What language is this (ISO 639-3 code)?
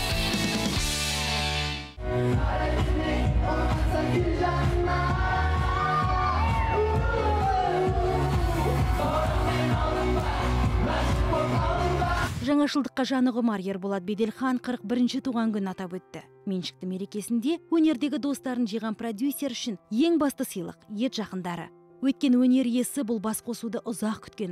kaz